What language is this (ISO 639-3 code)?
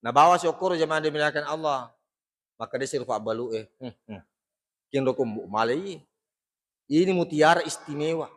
bug